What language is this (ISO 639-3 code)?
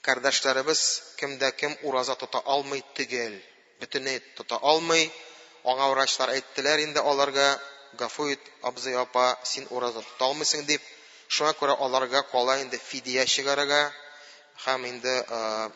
tat